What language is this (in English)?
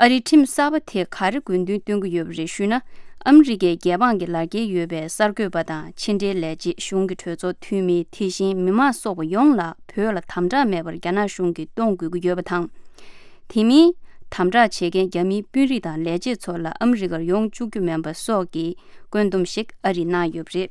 Tibetan